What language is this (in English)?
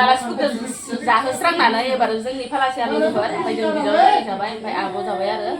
Bodo